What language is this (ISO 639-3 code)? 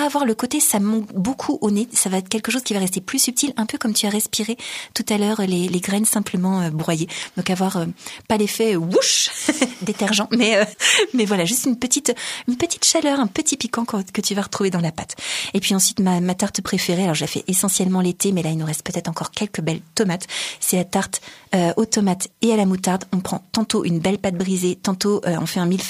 fra